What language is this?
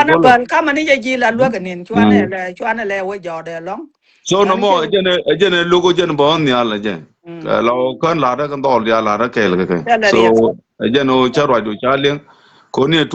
Nuer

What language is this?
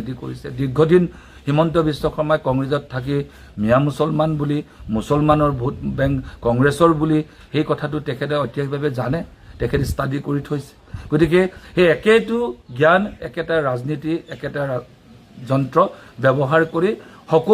Assamese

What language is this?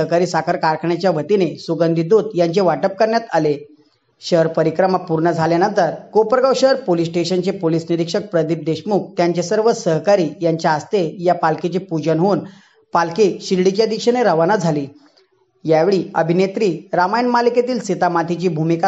Marathi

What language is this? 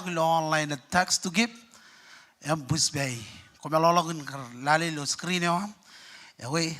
Marshallese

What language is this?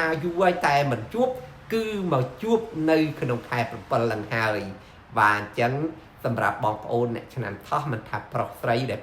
Khmer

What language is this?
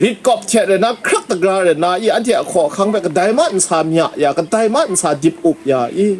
Kachin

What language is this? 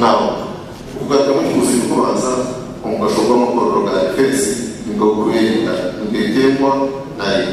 Nyankole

